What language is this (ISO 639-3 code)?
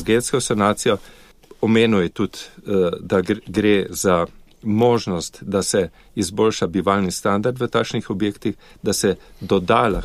slv